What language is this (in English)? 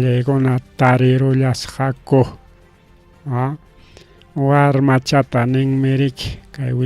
Ayacucho Quechua